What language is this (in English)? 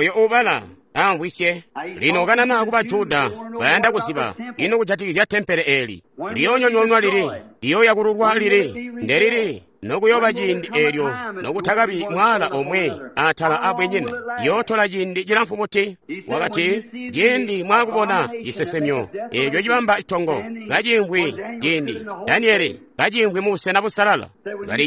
Tonga (Zambia)